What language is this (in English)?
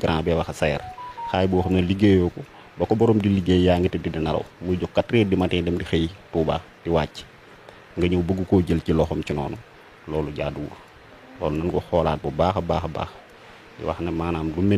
Wolof